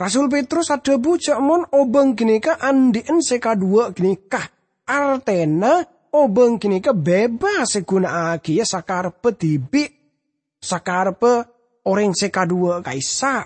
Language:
Madurese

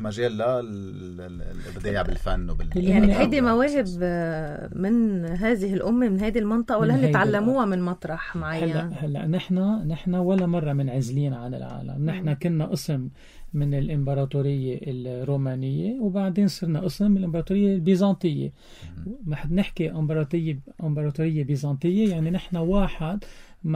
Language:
North Levantine Arabic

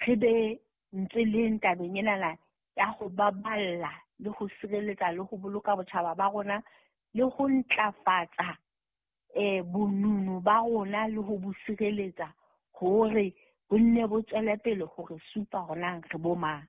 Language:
Southern Sotho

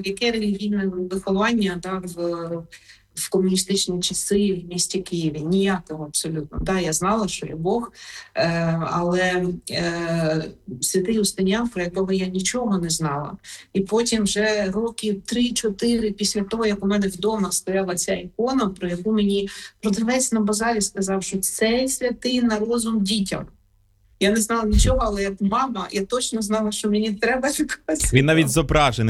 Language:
Ukrainian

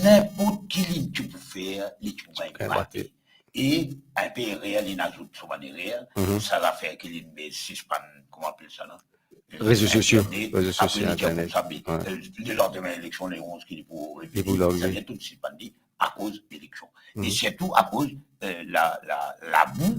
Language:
Morisyen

